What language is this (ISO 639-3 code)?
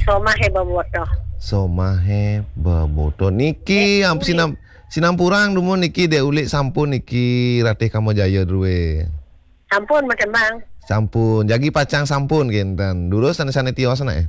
ban